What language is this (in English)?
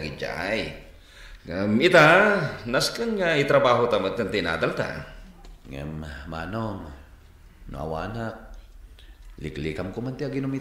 Iloko